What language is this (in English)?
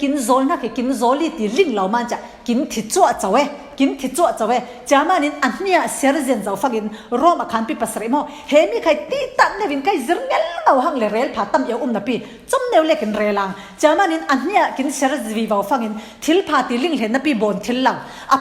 Falam Chin